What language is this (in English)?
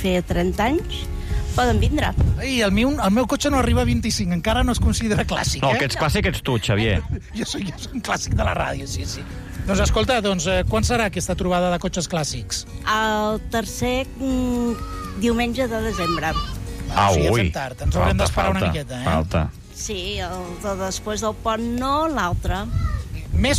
Catalan